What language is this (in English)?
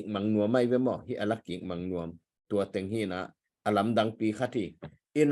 Tedim Chin